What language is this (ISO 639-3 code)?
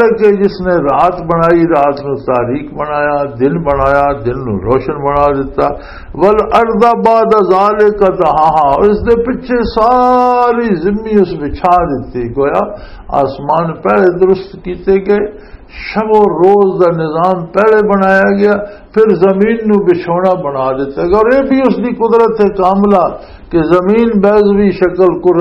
lah